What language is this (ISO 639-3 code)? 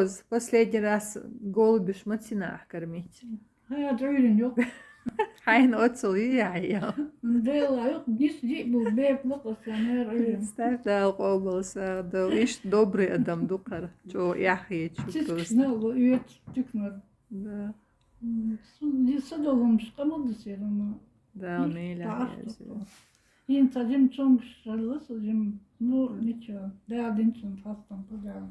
che